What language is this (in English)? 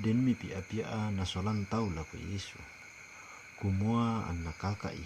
Toraja-Sa'dan